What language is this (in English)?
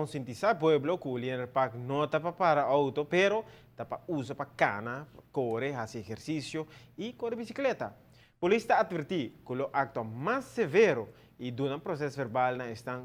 Papiamento